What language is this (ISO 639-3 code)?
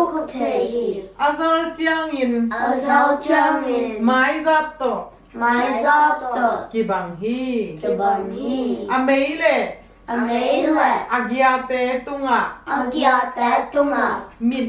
ctd